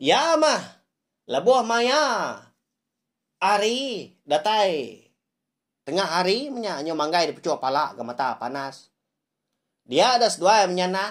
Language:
Iban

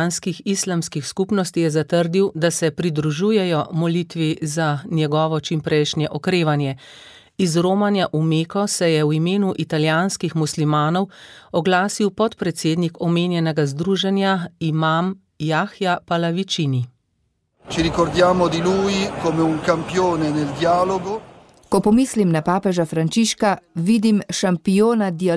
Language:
Slovenian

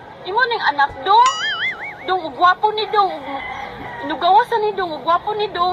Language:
Cebuano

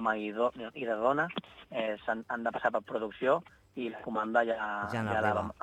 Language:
Catalan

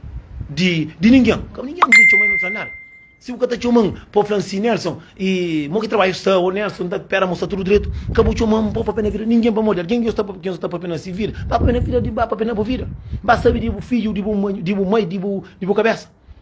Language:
Kabuverdianu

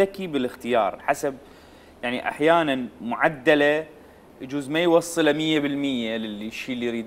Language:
Mesopotamian Arabic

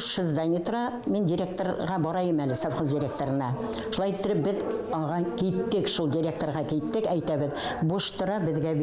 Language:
Bashkir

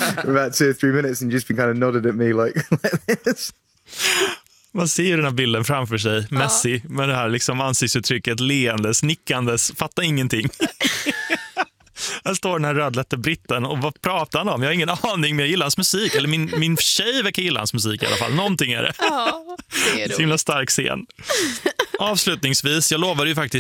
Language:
Swedish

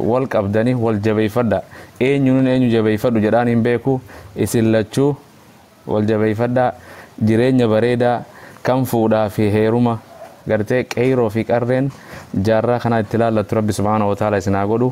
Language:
Oromo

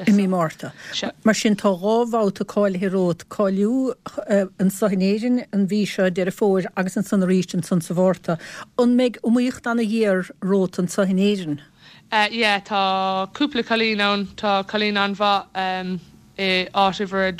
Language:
Irish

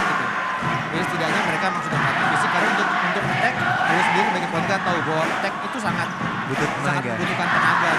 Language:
Indonesian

